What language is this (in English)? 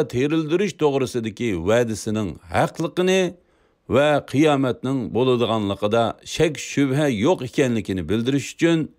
Uyghur